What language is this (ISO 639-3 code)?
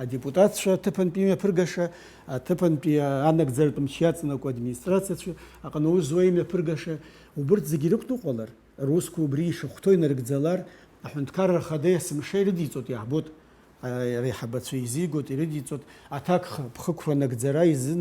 abk